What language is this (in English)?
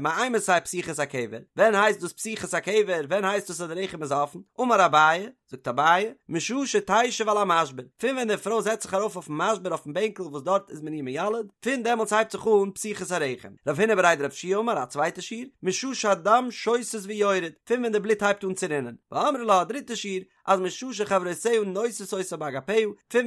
Yiddish